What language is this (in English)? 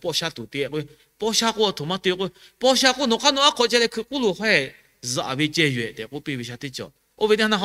Lahu